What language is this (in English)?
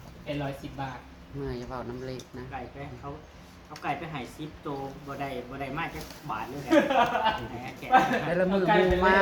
Northeastern Thai